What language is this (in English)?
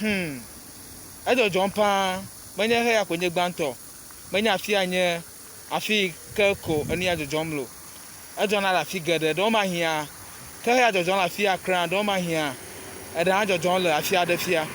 Ewe